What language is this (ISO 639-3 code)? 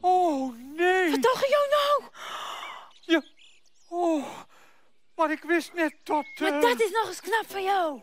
fry